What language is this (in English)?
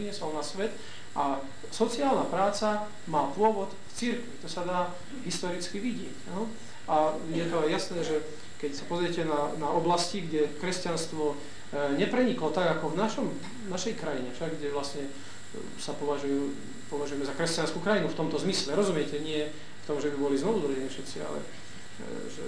Slovak